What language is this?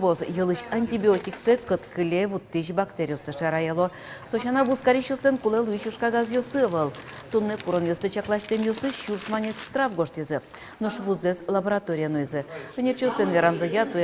Udmurt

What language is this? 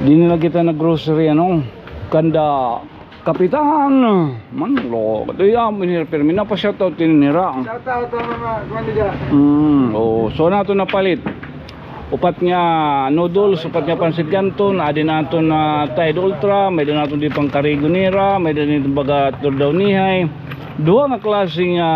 Waray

